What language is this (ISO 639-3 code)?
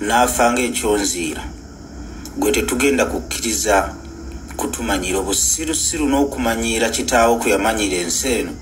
lug